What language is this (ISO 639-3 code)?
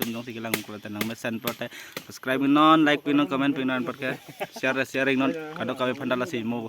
mjw